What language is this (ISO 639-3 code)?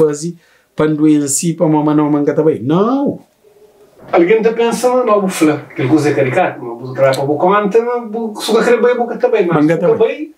kea